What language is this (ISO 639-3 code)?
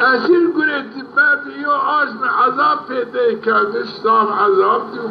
zza